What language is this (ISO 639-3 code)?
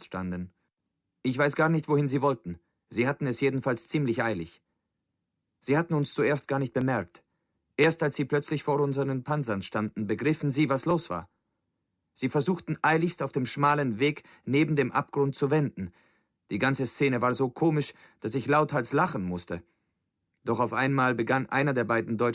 bar